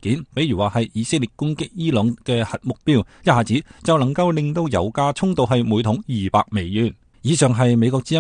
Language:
Cantonese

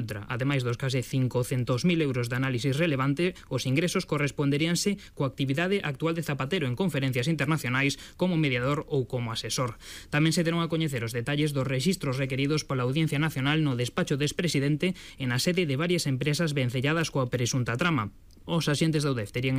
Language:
Galician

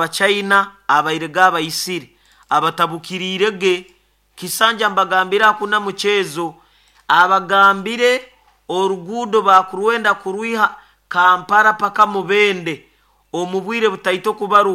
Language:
Nyoro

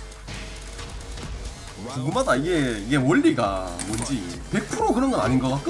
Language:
Korean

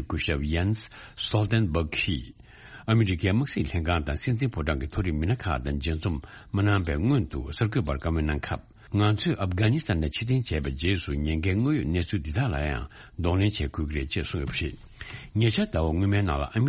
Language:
Tibetan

